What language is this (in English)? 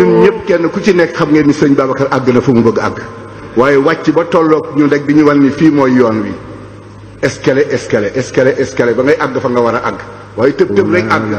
Wolof